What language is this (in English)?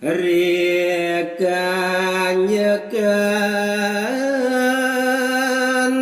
Balinese